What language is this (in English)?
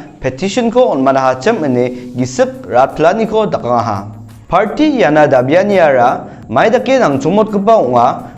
Garo